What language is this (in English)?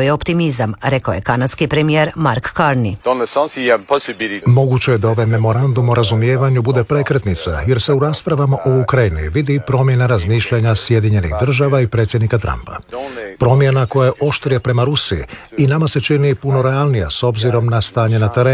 Croatian